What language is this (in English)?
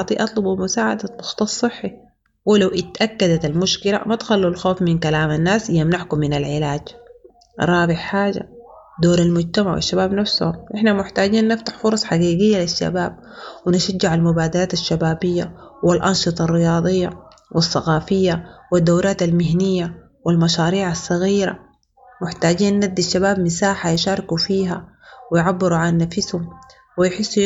Sudanese Arabic